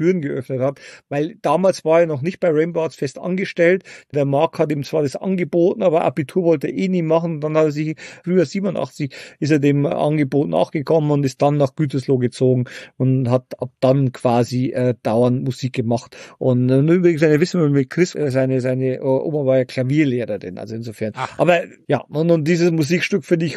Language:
German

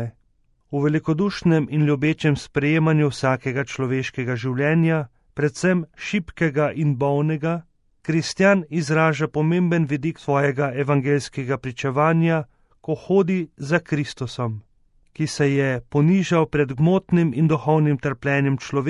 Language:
Slovenian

